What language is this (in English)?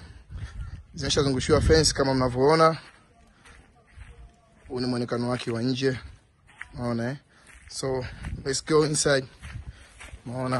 Swahili